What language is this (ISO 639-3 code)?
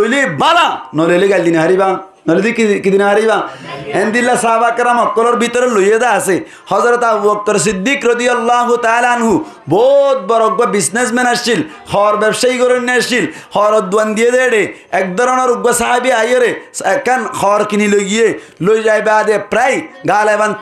rhg